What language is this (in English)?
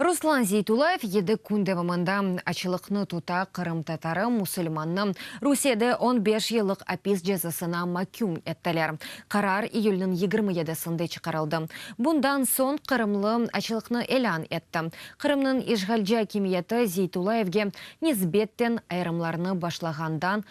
Crimean Tatar